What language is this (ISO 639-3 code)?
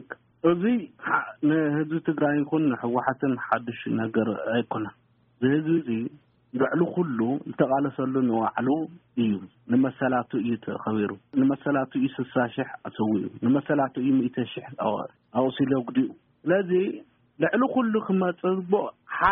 tir